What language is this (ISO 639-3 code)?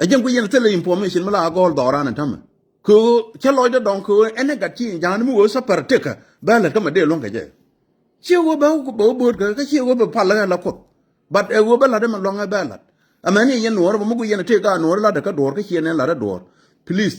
nus